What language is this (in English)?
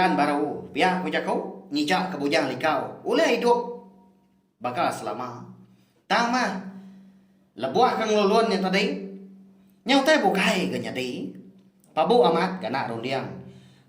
Iban